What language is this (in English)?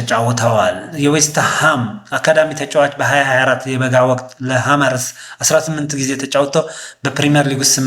Amharic